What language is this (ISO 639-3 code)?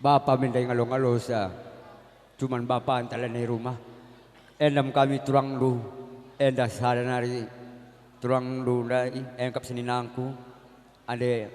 btx